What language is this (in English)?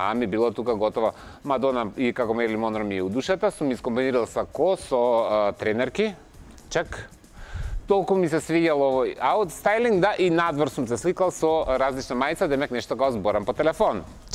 Macedonian